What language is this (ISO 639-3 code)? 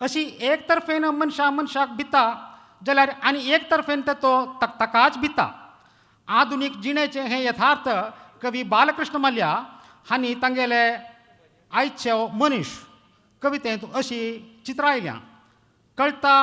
kok